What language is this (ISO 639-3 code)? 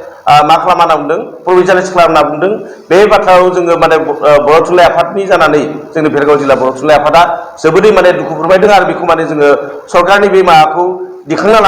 brx